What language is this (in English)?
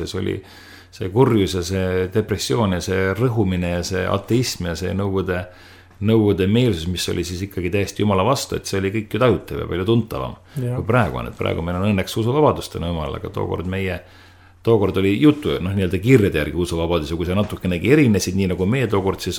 Estonian